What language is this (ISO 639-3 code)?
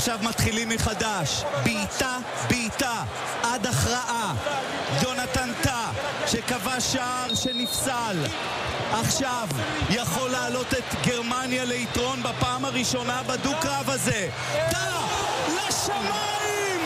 heb